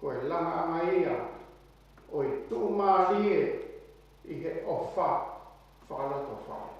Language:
Tongan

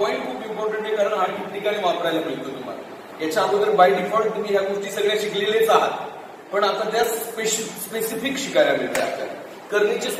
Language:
Marathi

